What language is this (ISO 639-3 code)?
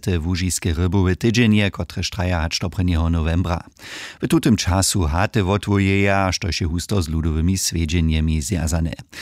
hsb